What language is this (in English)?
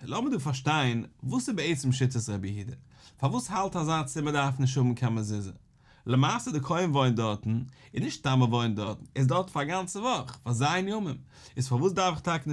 Yiddish